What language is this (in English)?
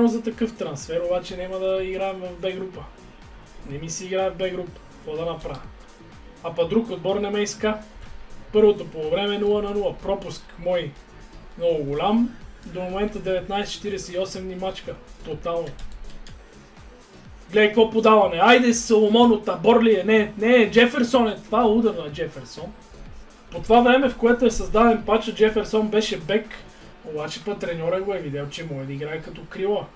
Bulgarian